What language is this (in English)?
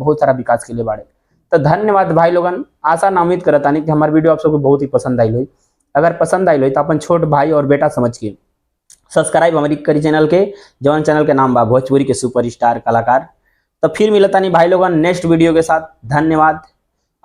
Bhojpuri